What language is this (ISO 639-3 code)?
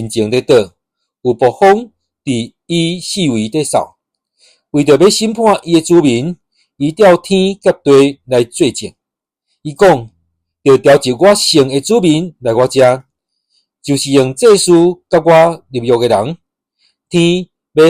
nan